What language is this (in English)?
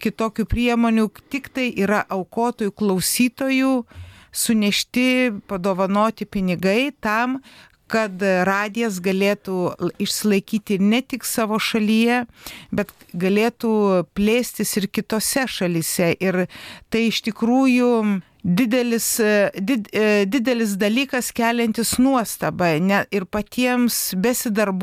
Lithuanian